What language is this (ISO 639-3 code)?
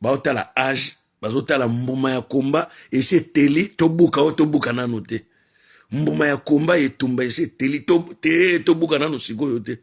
lin